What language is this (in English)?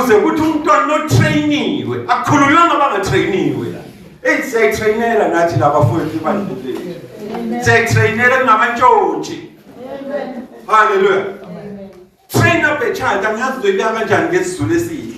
Zulu